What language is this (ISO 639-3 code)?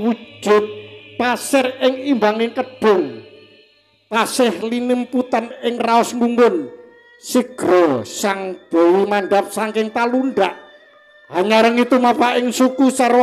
jav